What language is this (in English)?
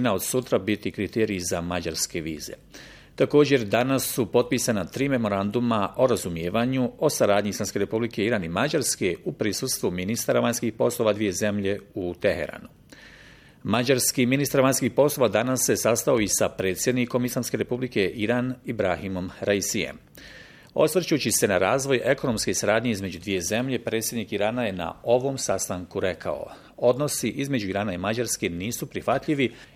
Bosnian